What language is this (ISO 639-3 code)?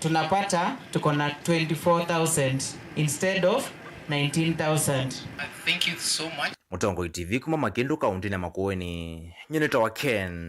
kam